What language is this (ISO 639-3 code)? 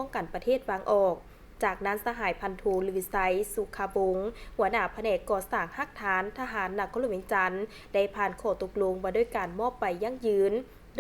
lao